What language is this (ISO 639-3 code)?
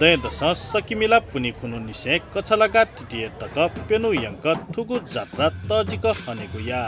new